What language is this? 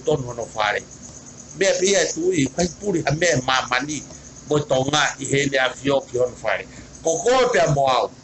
Tongan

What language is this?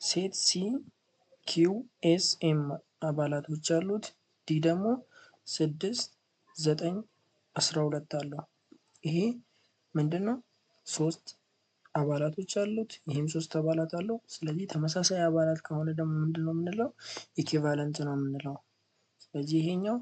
Amharic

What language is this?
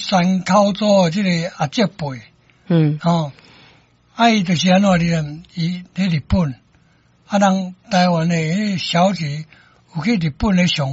Min Nan Chinese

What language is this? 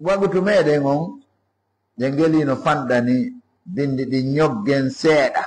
Fula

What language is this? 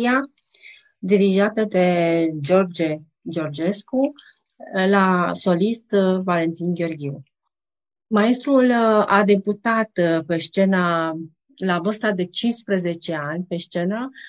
Romanian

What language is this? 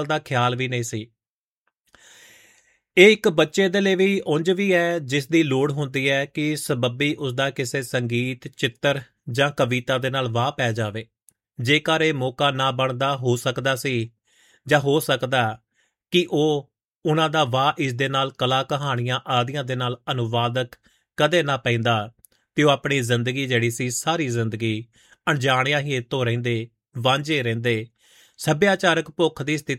Punjabi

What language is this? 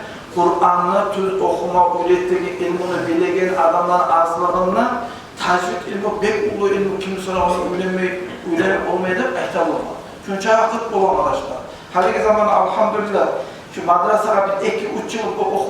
Kumyk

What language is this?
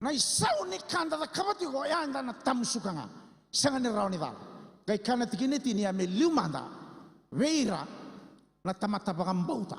Fijian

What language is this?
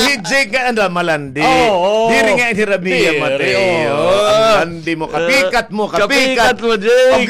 Waray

